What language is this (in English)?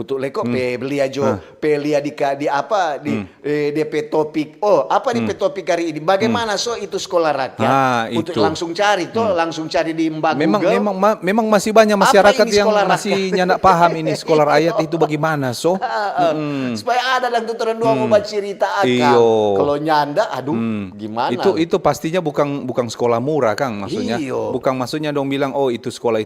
Manado Malay